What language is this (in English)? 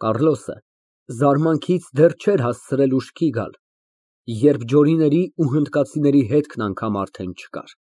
Armenian